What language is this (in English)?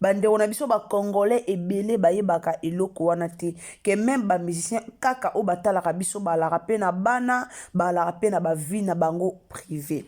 Lingala